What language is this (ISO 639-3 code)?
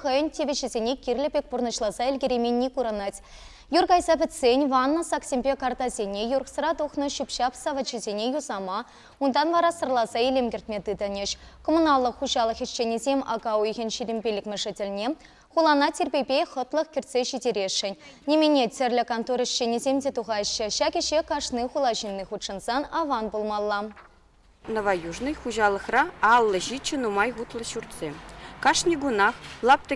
chv